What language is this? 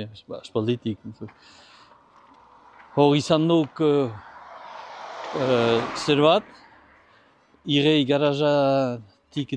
Basque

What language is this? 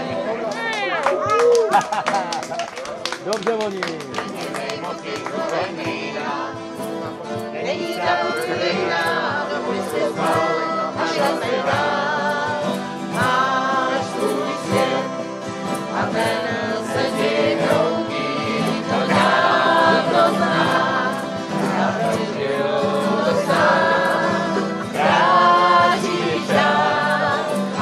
Czech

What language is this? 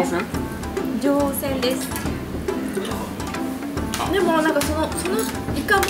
Japanese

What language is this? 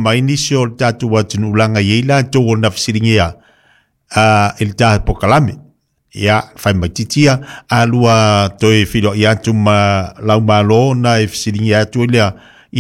Samoan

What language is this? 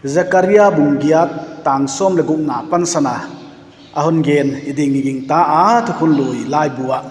Paite Chin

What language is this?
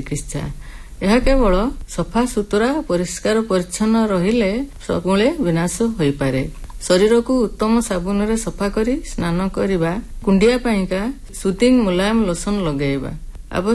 Odia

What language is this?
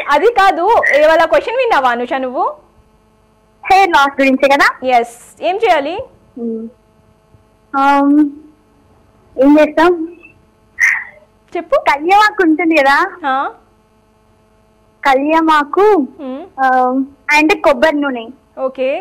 Telugu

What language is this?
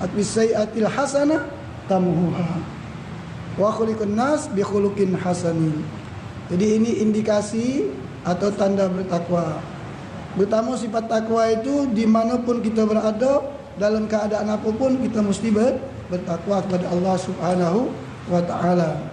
Musi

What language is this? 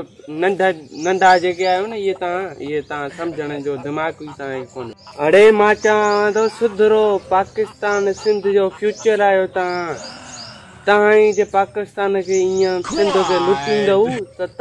Sindhi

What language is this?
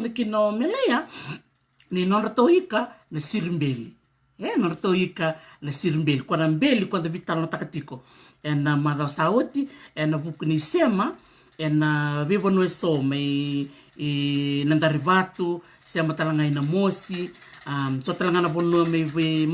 Fijian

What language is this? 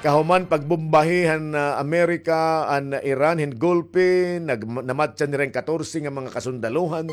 Waray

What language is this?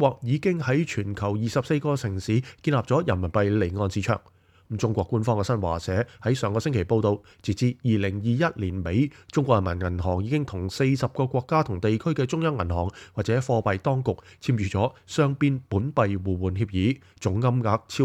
Cantonese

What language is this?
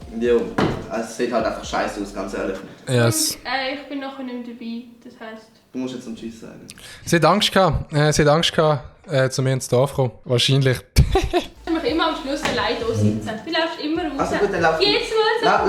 Swiss German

